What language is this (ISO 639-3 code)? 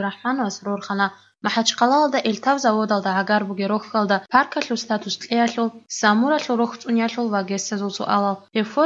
ava